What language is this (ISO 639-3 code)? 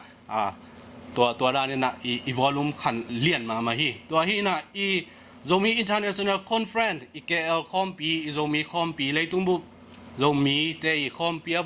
ctd